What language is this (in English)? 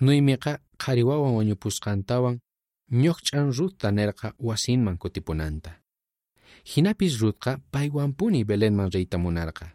South Bolivian Quechua